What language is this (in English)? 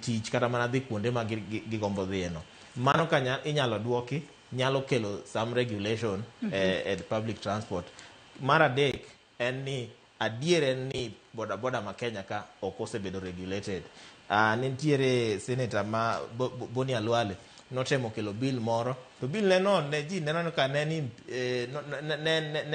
Luo (Kenya and Tanzania)